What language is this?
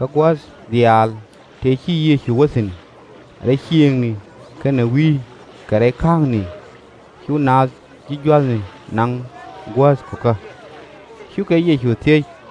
Nuer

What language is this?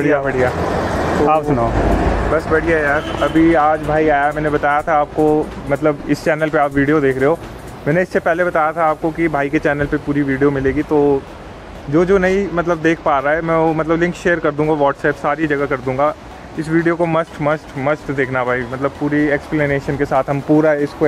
Hindi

